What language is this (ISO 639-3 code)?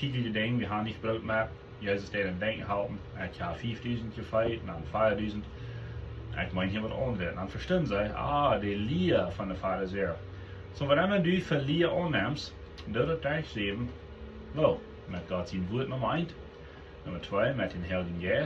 pdt